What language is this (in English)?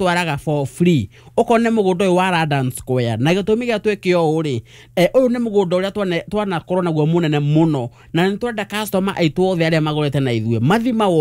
Kikuyu